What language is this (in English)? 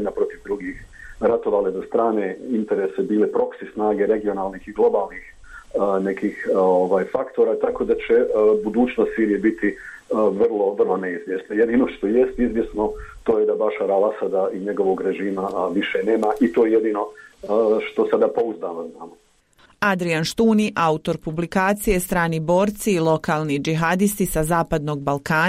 Bosnian